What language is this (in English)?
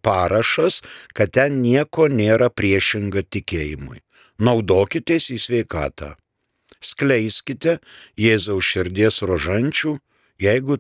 Lithuanian